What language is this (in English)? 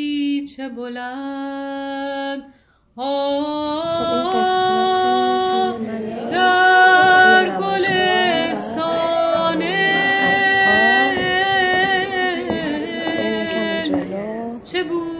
Persian